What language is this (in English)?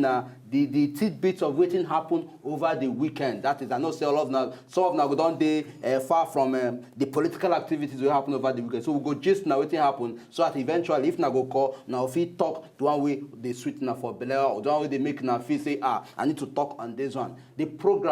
Nigerian Pidgin